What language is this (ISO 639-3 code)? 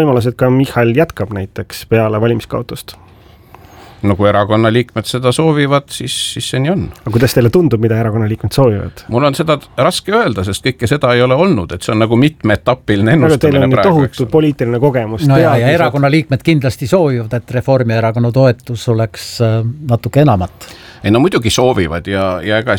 est